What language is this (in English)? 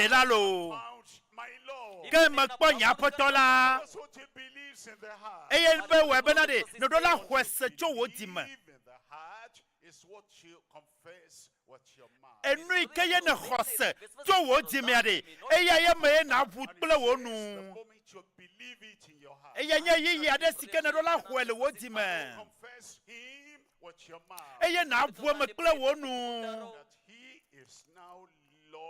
Ewe